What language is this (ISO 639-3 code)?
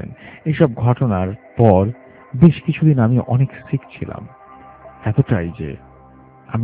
ben